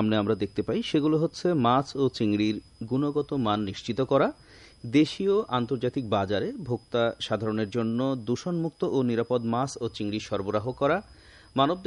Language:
Bangla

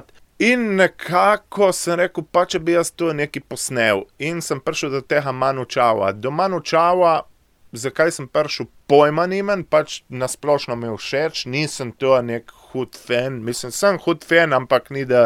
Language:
Slovenian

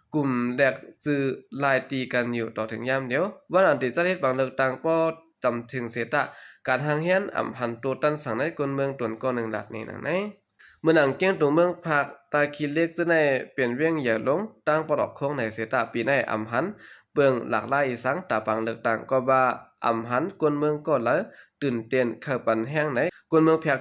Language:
Shan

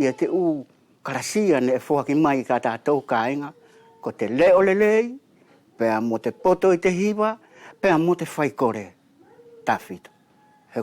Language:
Wallisian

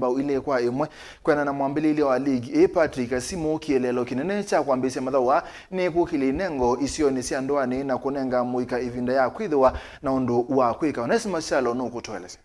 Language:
Kamba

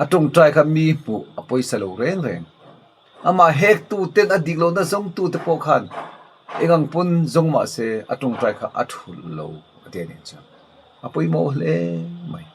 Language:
Mizo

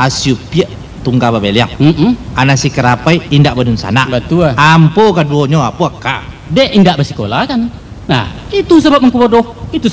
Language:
Minangkabau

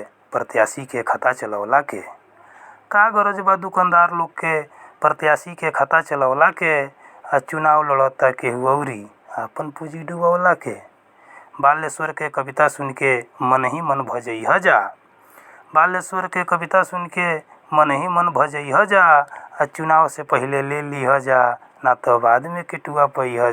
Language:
Bhojpuri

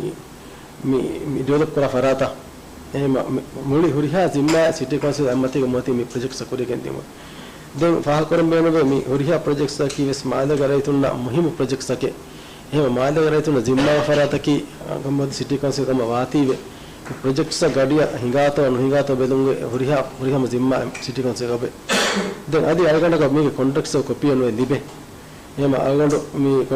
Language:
Divehi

